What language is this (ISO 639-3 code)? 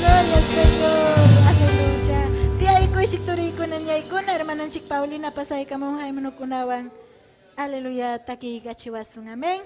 quy